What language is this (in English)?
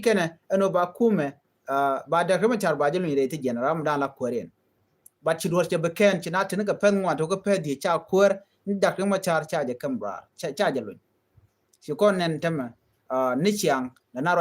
Nuer